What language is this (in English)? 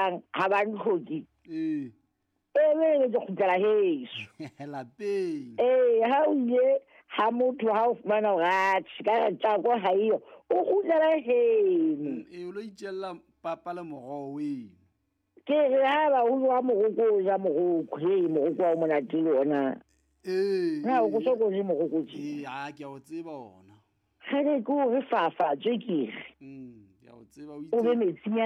Southern Sotho